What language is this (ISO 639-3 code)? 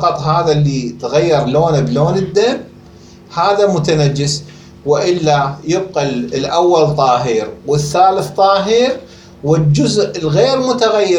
acm